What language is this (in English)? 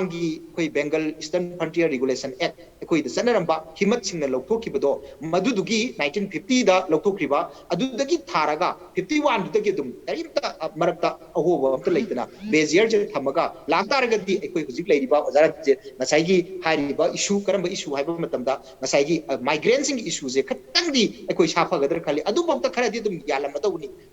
Manipuri